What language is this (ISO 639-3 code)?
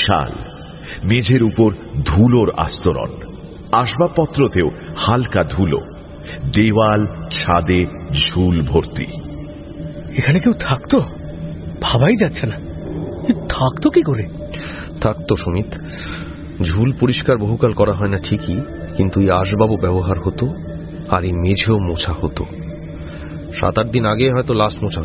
ben